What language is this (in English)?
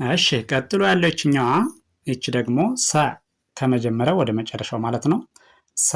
Amharic